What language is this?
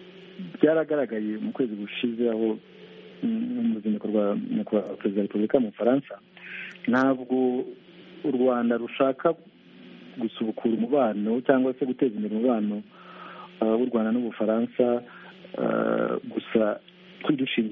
Kinyarwanda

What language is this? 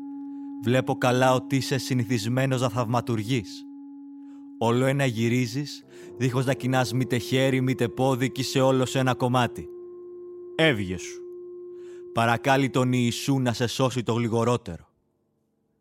Greek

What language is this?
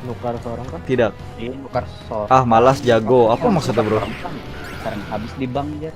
Banjar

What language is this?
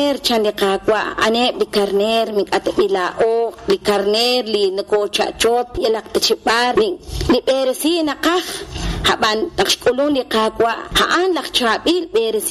Kekchí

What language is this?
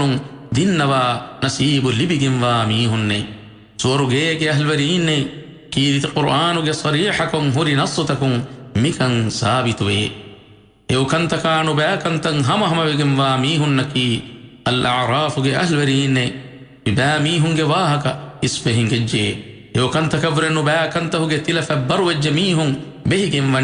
Divehi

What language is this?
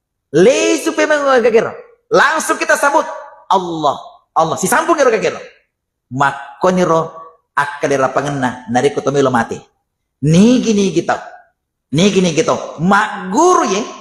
Buginese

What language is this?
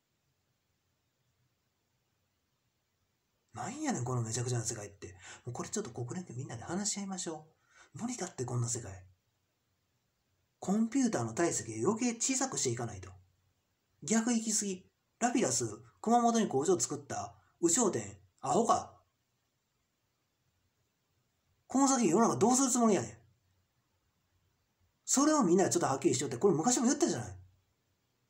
Japanese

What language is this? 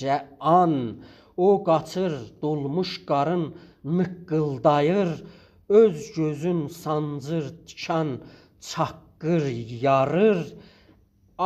South Azerbaijani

